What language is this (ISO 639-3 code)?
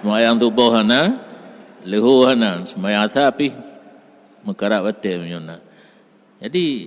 ace